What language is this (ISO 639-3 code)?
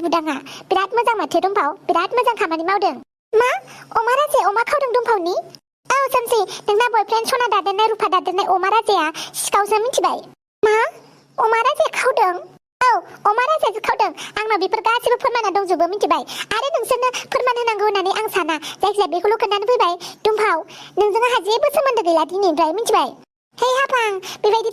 brx